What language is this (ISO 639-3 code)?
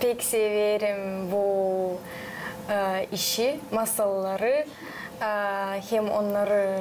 gag